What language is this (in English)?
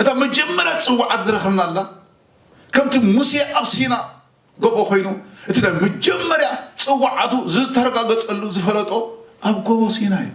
Tigrinya